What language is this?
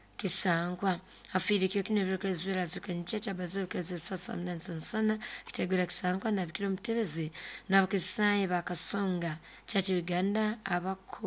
Nyoro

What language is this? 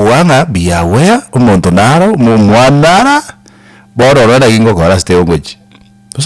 Gusii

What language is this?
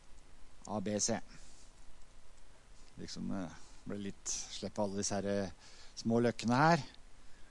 Norwegian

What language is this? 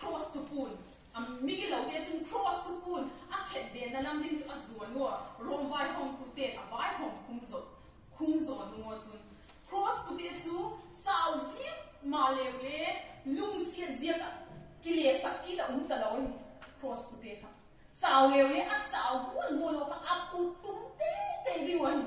Vaiphei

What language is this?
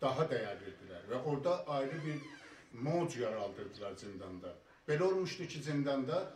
South Azerbaijani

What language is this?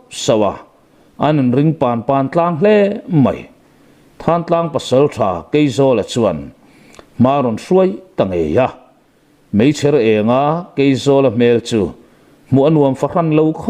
Mizo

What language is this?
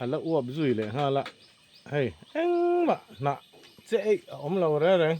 Mizo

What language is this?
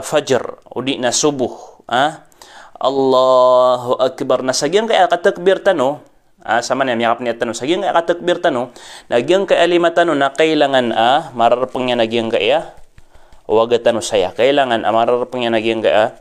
Maranao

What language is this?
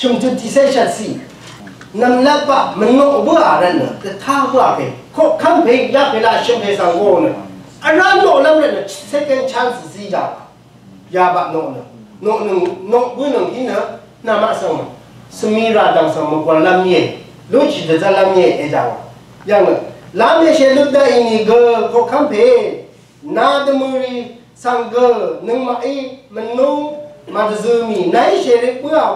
Rawang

